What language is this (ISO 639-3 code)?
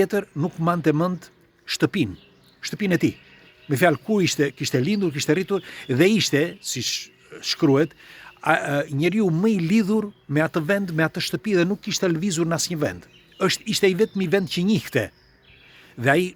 sqi